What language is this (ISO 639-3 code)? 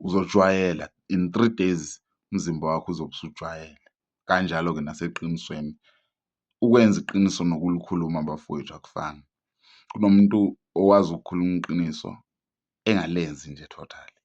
zul